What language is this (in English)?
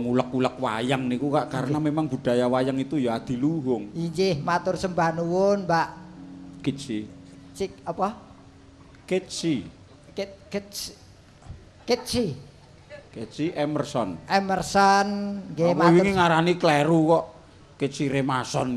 Javanese